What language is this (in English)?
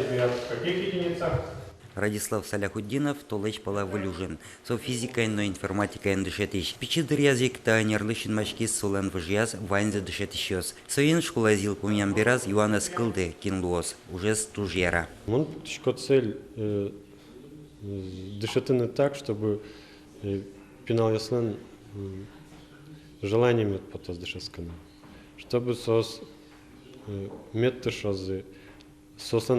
Udmurt